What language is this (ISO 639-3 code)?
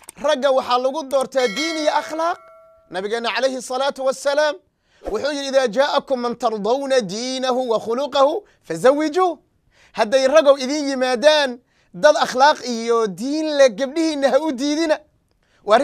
som